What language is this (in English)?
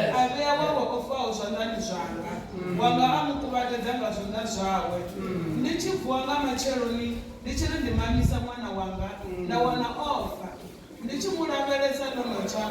Venda